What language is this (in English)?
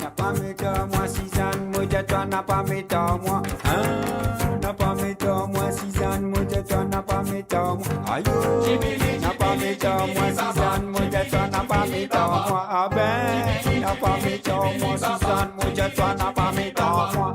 Morisyen